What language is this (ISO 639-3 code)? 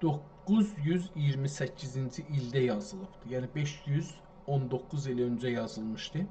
azb